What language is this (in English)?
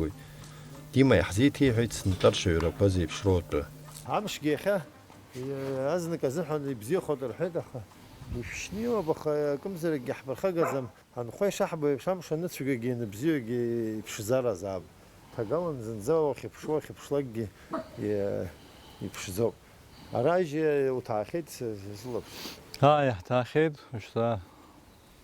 Abkhazian